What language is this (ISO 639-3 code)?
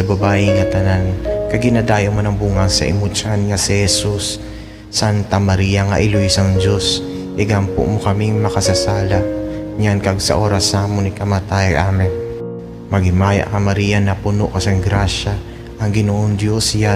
hil